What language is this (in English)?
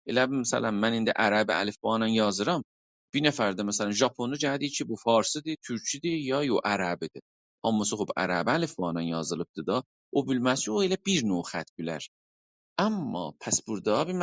South Azerbaijani